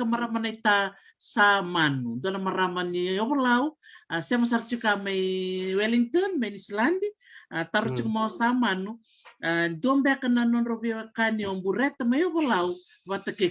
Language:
Fijian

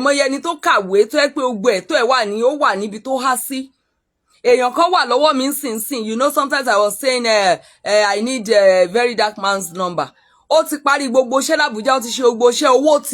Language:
Yoruba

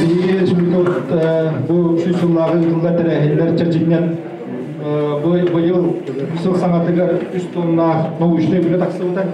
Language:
Yakut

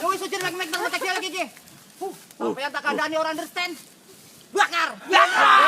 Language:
Betawi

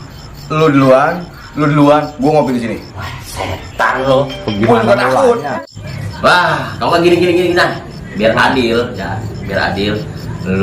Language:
Betawi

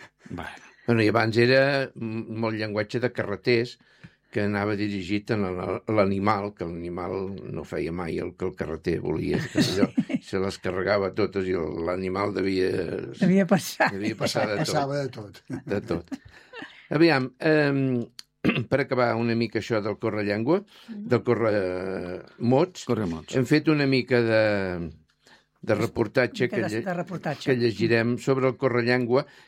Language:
Catalan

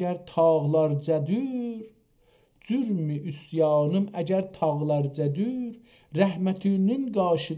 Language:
South Azerbaijani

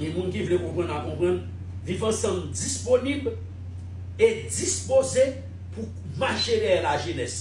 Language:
Haitian Creole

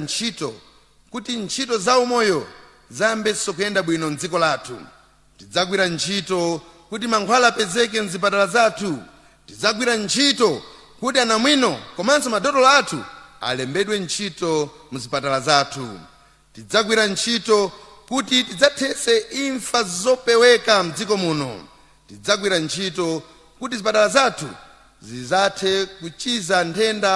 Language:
Nyanja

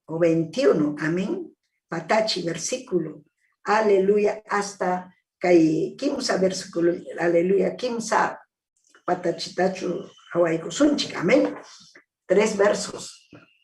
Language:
Ayacucho Quechua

